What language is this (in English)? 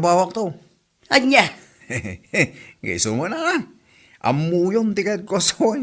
Iloko